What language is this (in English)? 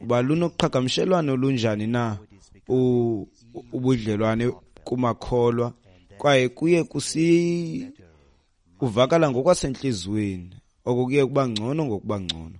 Xhosa